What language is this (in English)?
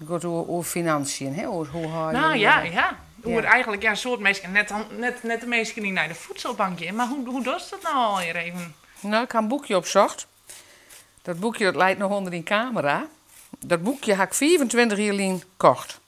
Western Frisian